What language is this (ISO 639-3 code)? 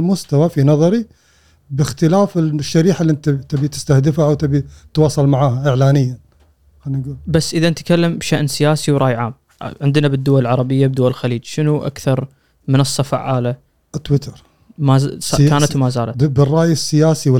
afb